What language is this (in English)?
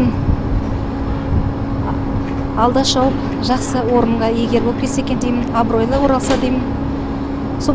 Kazakh